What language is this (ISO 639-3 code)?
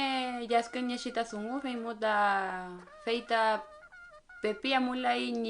arn